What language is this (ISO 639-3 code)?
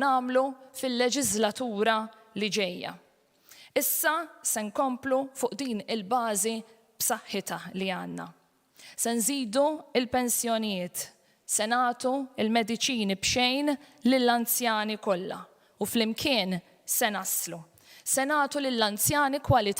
mlt